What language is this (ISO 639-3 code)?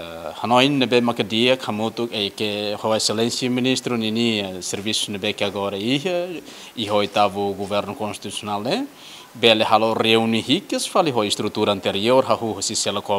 tet